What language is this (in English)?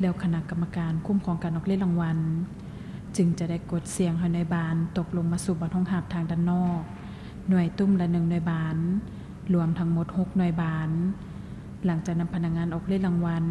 Lao